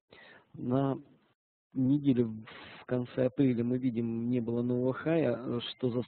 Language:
Russian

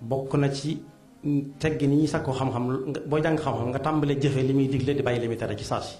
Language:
Wolof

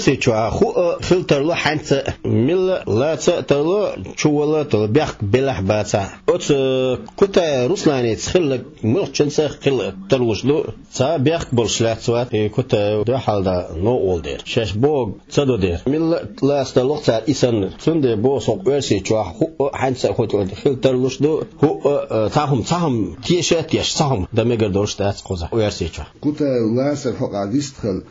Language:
Chechen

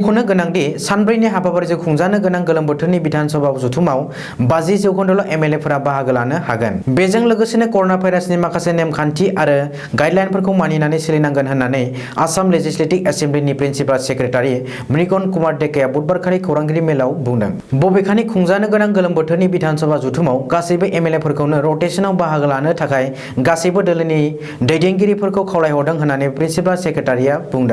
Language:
Bodo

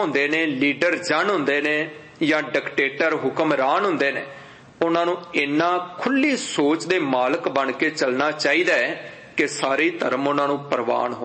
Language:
Punjabi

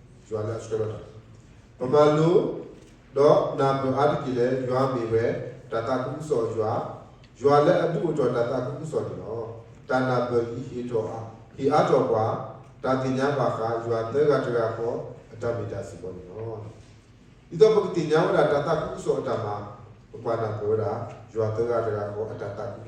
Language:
S'gaw Karen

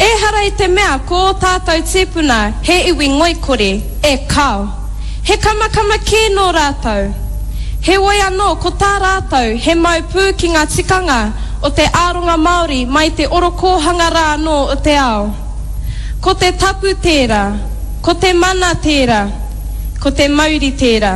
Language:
Māori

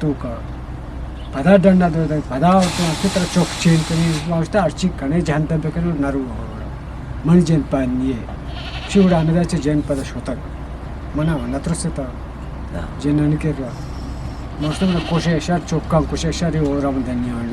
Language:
Eastern Balochi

